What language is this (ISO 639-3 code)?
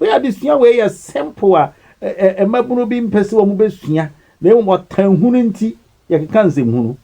aka